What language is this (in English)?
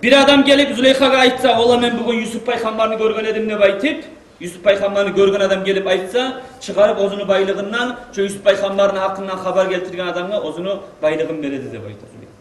Kumyk